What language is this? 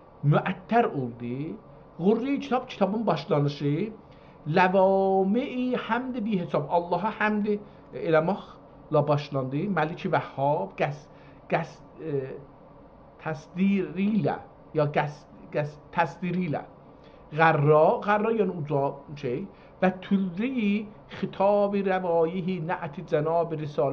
South Azerbaijani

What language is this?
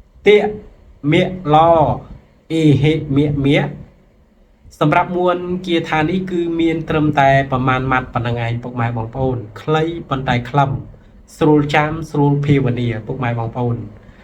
Khmer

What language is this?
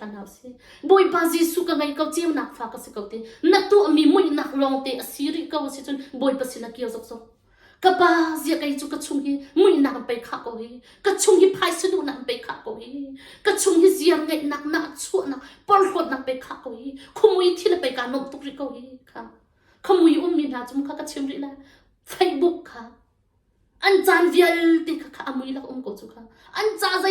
Hakha Chin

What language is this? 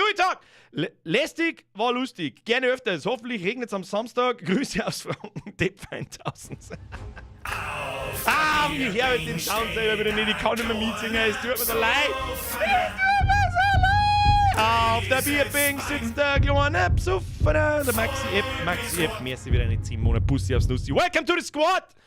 Bavarian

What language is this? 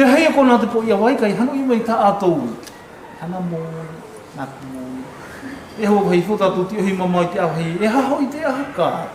South Marquesan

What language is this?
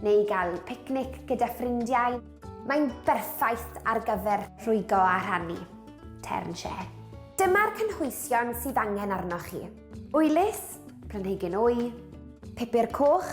Welsh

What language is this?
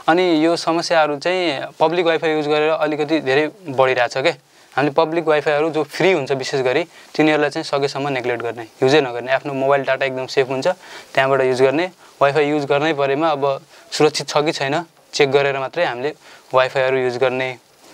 Nepali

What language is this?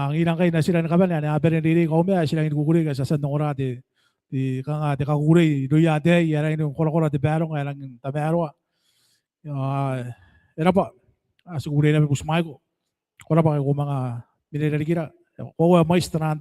Gilbertese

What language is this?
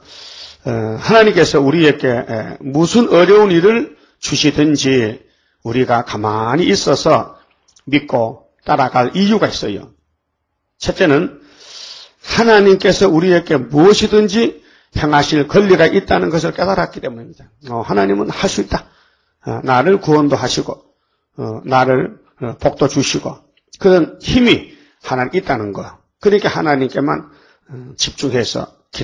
Korean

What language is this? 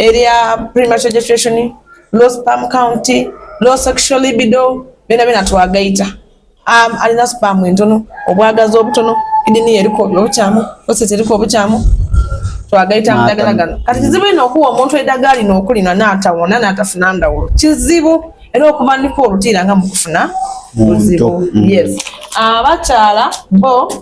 Soga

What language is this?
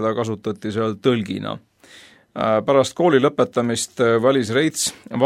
Estonian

